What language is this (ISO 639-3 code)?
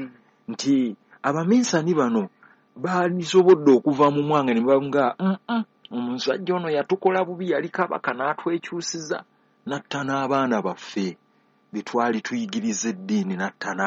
lug